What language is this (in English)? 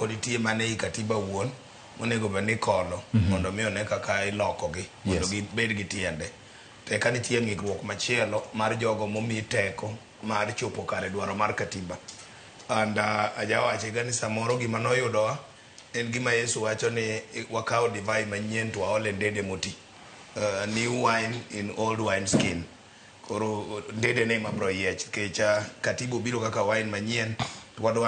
Luo (Kenya and Tanzania)